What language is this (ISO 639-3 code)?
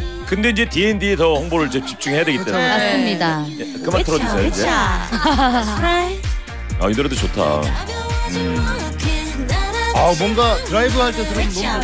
kor